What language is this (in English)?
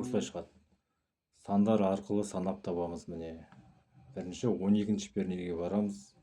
Kazakh